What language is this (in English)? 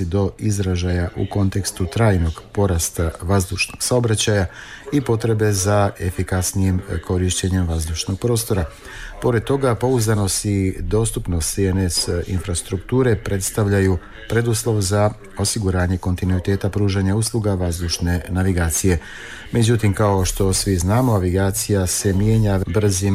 Bosnian